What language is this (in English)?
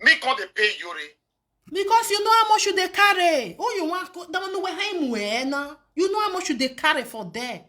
Nigerian Pidgin